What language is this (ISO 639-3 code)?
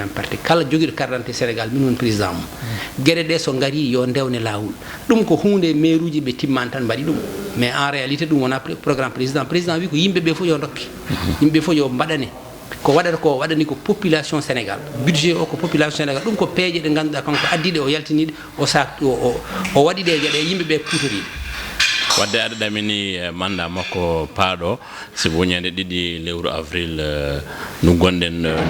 ful